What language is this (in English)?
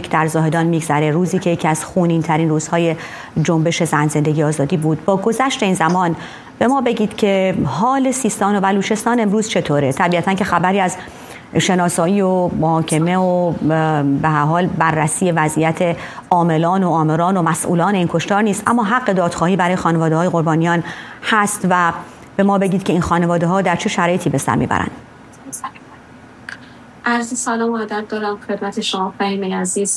Persian